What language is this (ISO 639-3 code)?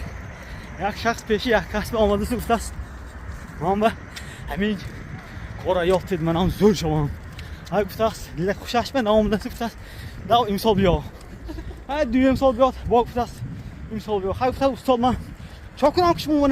tgk